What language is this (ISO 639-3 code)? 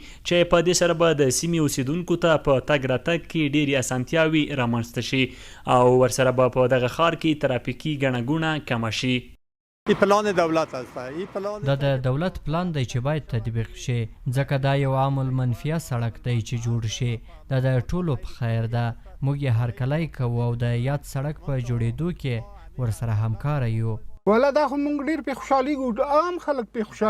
pus